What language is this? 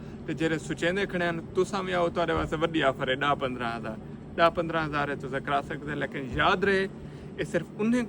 Saraiki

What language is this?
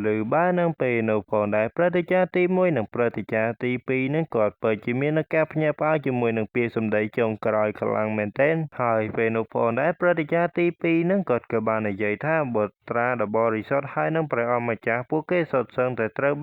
Khmer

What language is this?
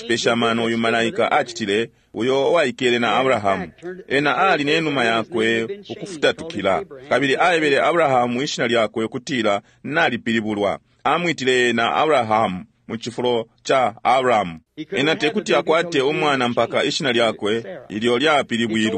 Bemba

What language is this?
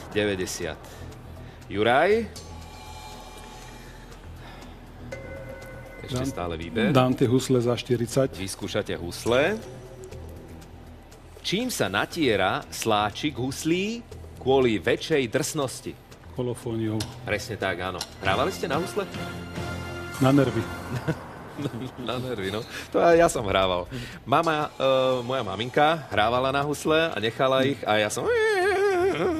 Slovak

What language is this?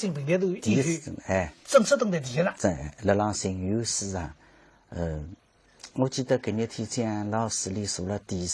Wu Chinese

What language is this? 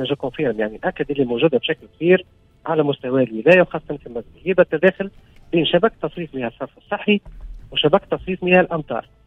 Tunisian Arabic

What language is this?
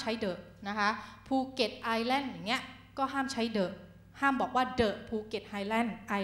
Thai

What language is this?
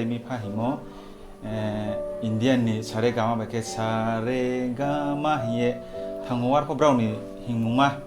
Riang (India)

